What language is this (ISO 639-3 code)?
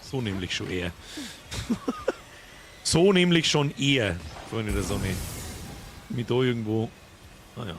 bar